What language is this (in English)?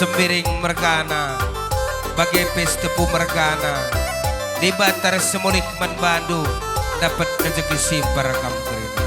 Batak Karo